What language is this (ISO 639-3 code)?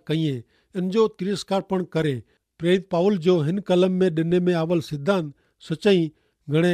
kfr